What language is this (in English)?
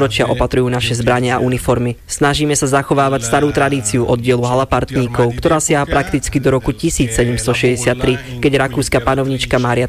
Slovak